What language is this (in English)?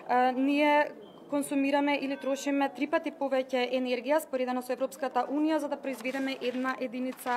Macedonian